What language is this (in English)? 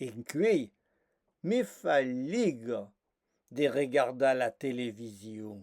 Occitan